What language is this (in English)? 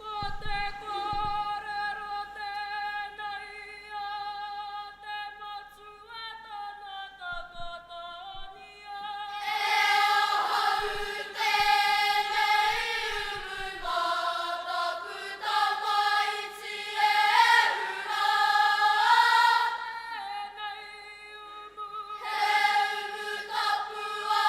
Māori